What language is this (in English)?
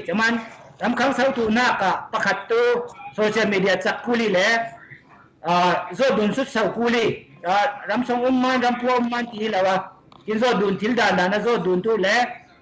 Falam Chin